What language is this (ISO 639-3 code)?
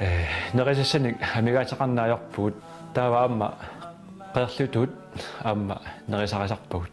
kal